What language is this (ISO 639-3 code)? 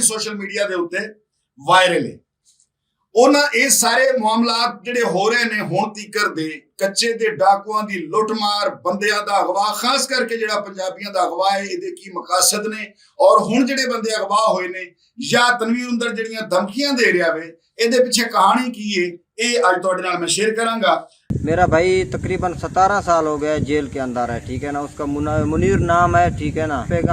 lah